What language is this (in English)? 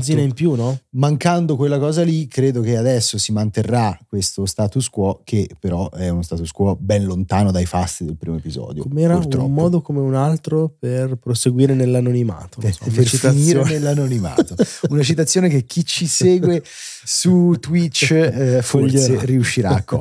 Italian